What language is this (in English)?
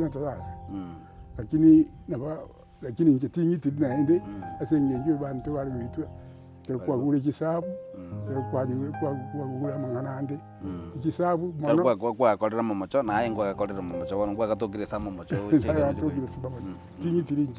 Gusii